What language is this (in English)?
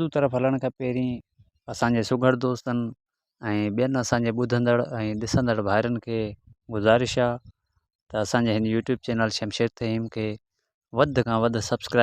Sindhi